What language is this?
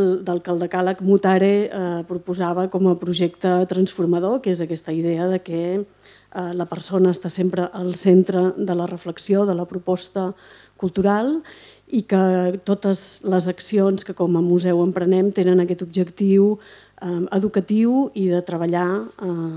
Catalan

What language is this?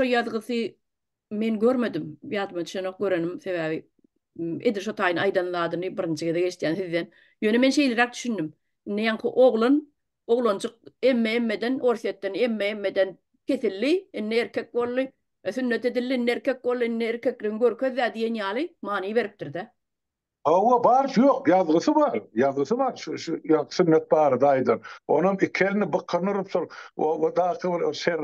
Turkmen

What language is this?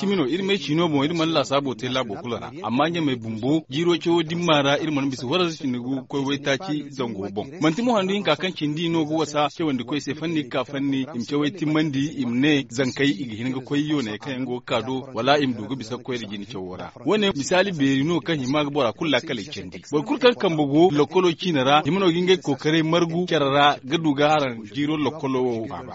Zarma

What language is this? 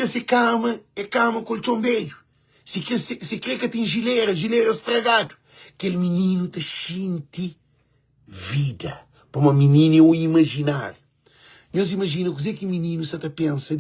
Kabuverdianu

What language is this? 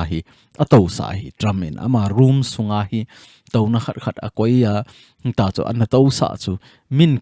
Thado Chin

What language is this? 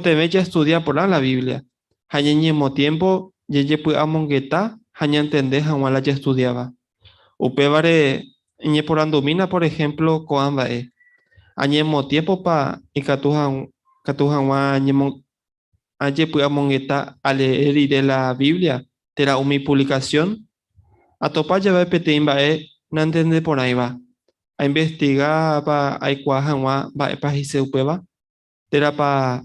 Guarani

